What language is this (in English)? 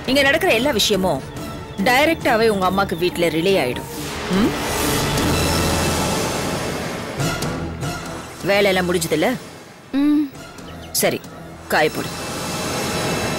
Tamil